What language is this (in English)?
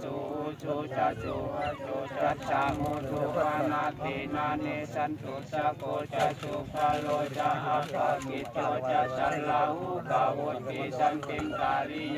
Pali